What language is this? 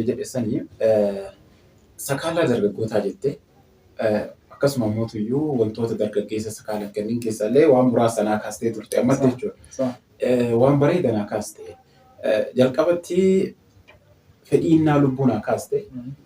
Oromo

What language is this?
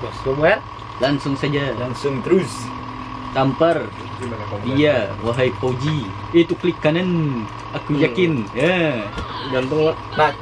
Banjar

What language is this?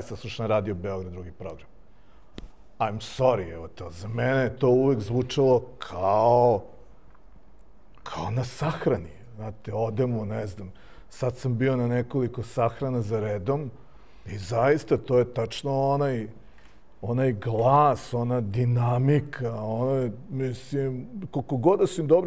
Serbian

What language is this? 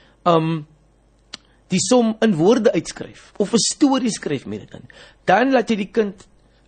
Afrikaans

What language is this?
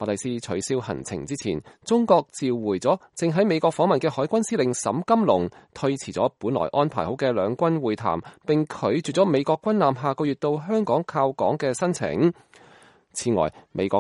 Cantonese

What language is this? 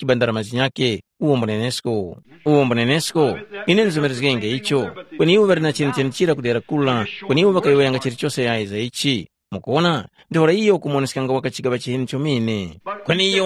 Tumbuka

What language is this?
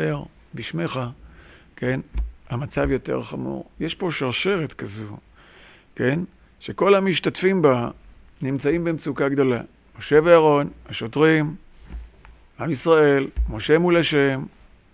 Hebrew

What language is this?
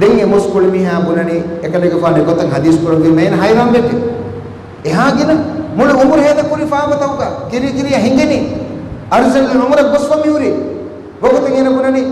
Divehi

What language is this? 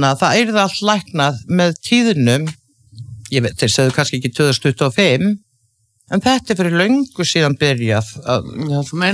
Icelandic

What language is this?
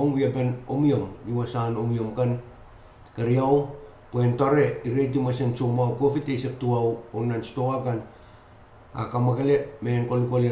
Pohnpeian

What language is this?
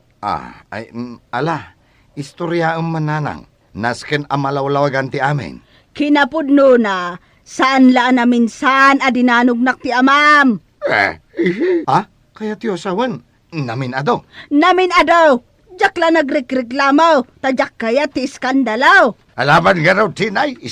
Iloko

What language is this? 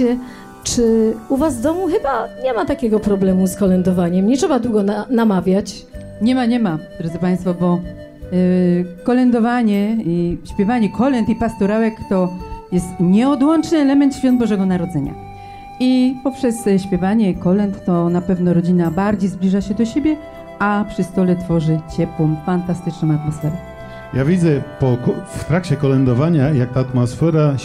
Polish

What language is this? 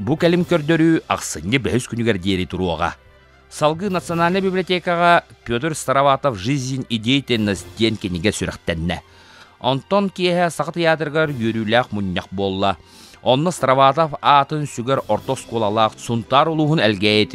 Yakut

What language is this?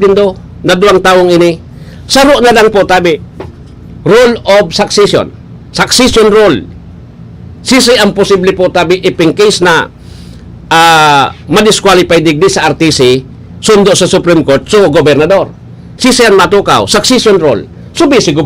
Bikol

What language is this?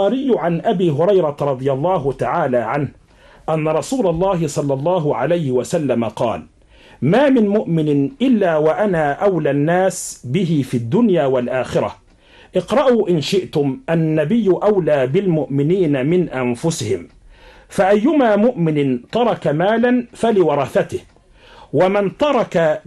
Arabic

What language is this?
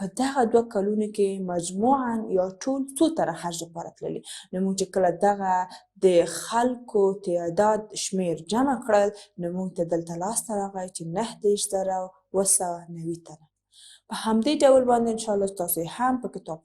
Pashto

